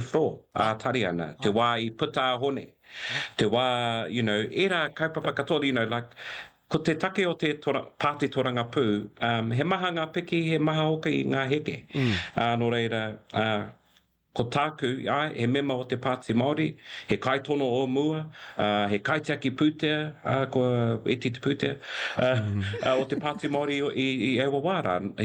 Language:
Māori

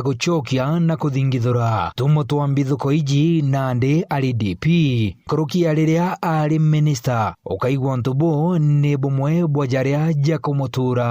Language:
Meru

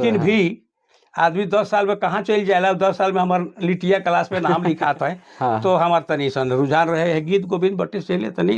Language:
Sadri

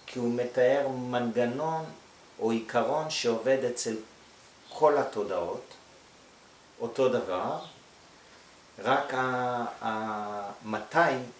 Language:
Hebrew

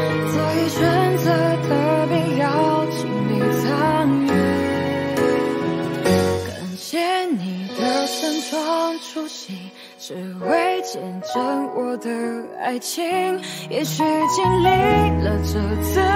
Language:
Chinese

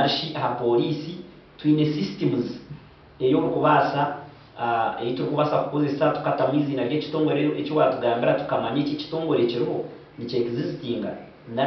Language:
Nyankole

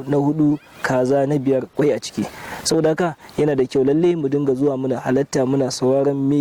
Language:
Hausa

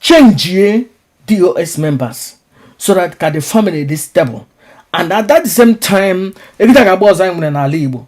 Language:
Igbo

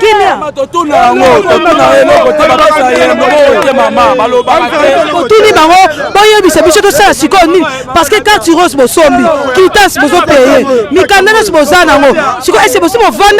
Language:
Lingala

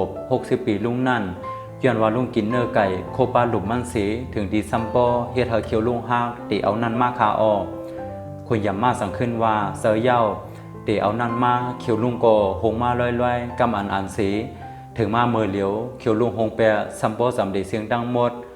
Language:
Shan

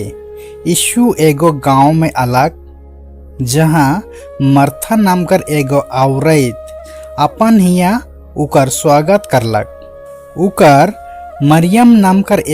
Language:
Sadri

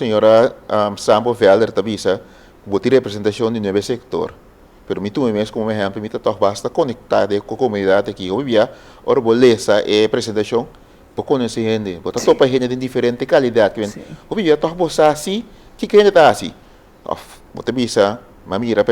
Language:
Papiamento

